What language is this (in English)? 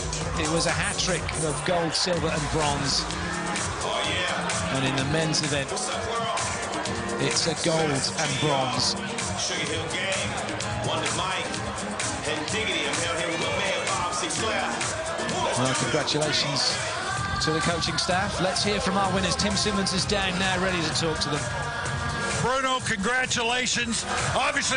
English